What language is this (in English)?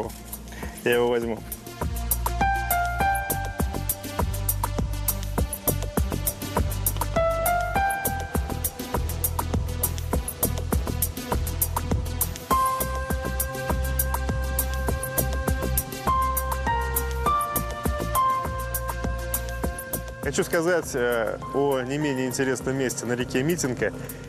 Russian